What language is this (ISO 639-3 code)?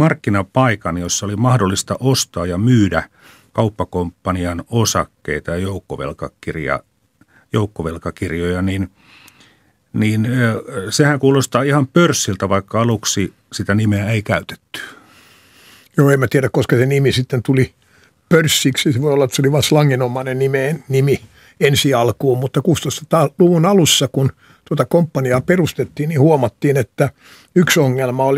fin